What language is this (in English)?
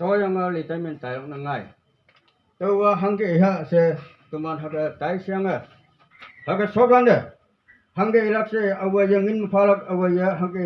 Konyak Naga